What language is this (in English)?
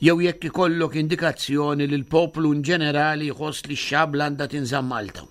Maltese